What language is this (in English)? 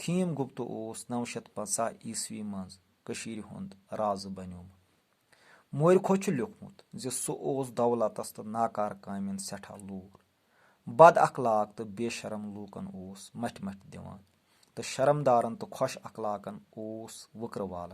Kashmiri